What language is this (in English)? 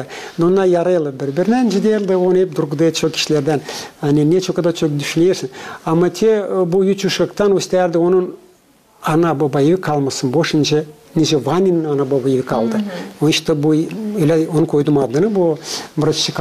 Gagauz